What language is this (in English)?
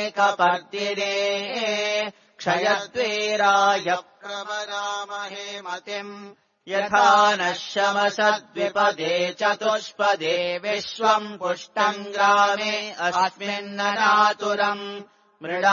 Sanskrit